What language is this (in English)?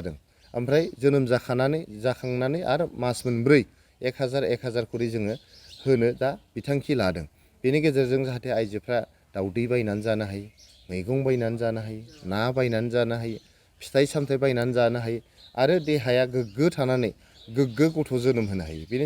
Bodo